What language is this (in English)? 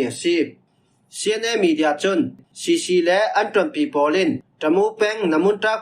Falam Chin